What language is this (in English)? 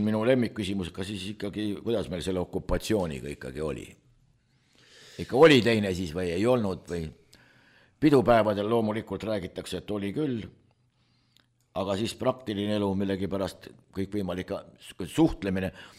Estonian